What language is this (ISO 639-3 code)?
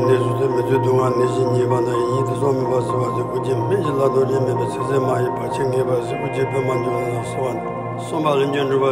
bod